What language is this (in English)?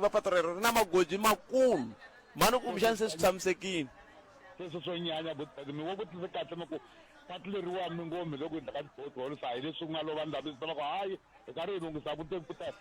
Tsonga